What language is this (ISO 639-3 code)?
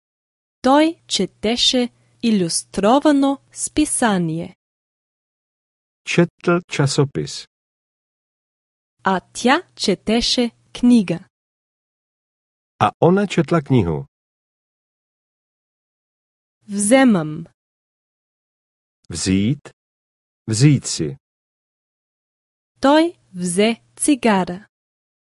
bul